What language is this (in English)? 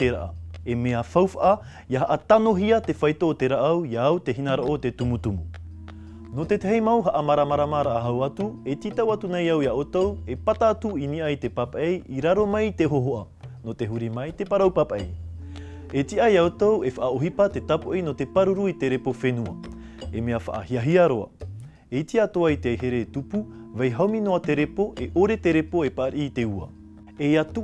Tahitian